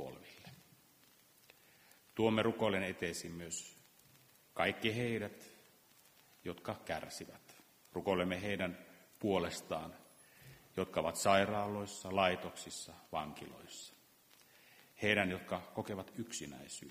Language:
Finnish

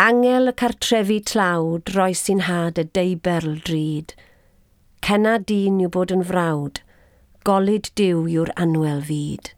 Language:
Welsh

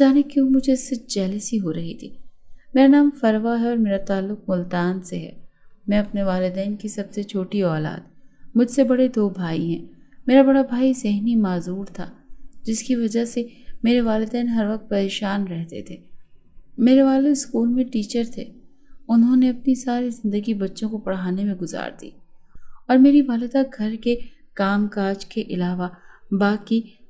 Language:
Urdu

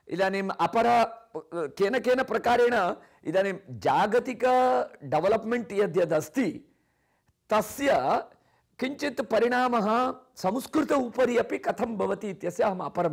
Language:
Sanskrit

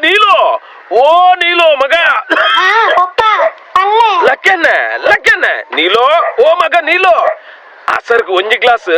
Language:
Tulu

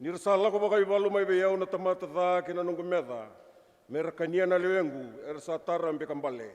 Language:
Fijian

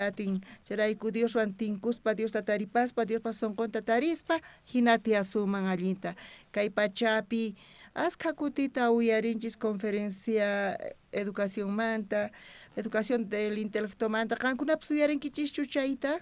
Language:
South Bolivian Quechua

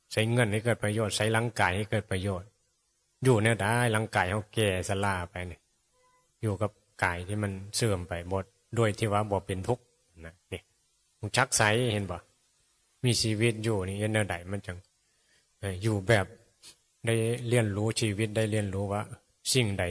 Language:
Northeastern Thai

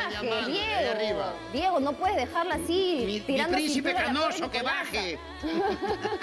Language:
Spanish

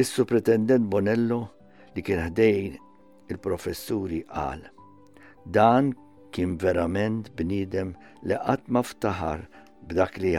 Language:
Maltese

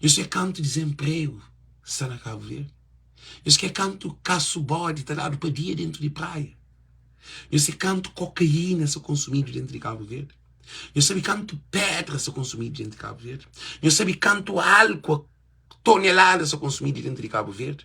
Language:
Kabuverdianu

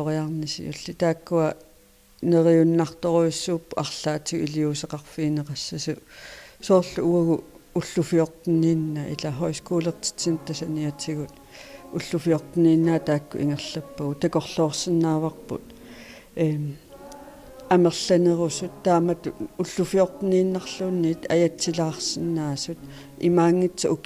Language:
Kalaallisut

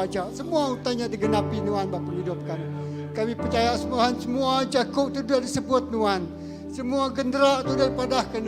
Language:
Iban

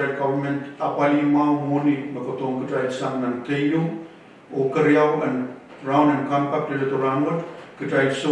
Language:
Pohnpeian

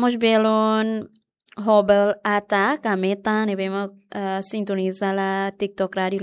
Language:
Tetum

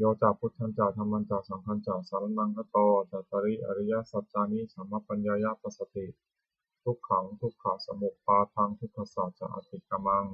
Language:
Pali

